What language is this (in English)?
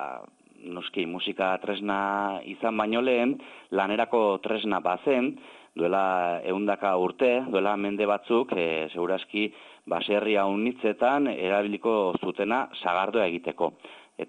Basque